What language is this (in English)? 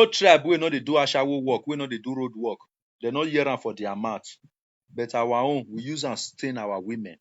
Nigerian Pidgin